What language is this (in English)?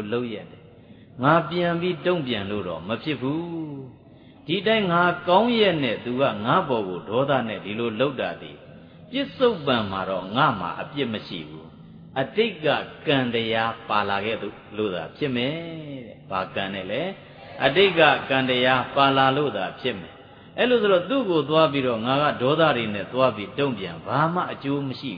Burmese